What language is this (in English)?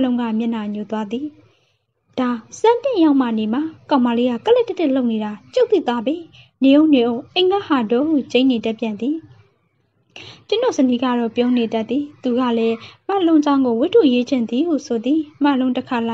Burmese